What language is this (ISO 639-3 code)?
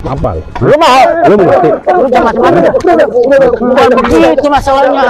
bew